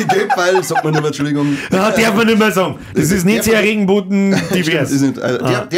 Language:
Bavarian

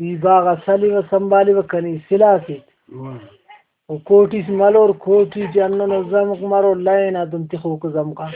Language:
Brahui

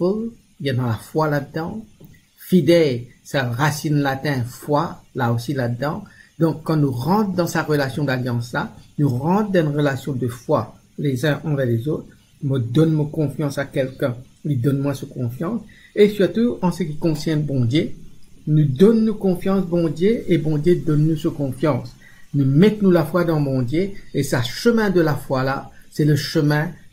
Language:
Morisyen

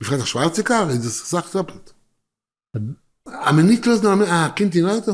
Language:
Yiddish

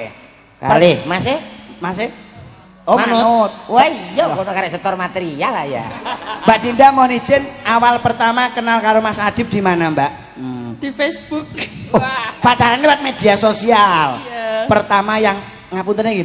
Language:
Javanese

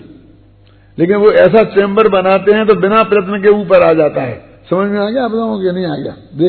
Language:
Hindi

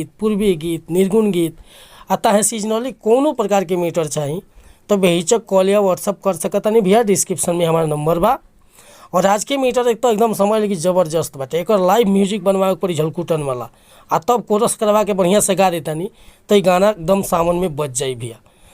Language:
Bhojpuri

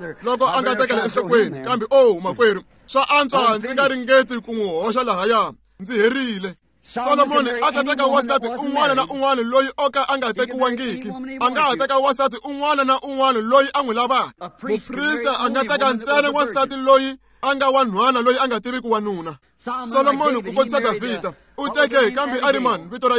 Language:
Tsonga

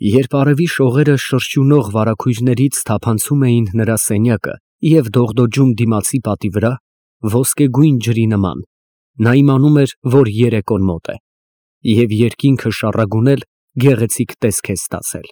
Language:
Armenian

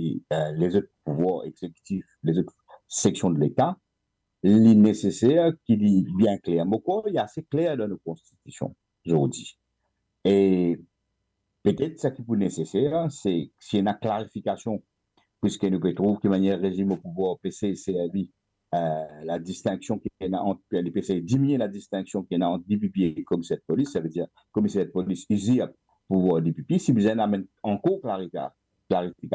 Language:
Morisyen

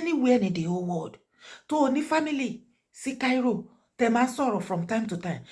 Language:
Yoruba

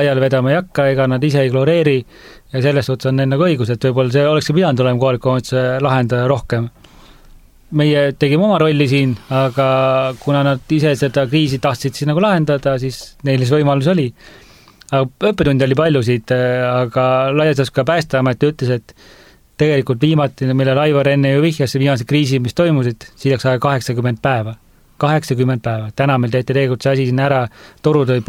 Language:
Estonian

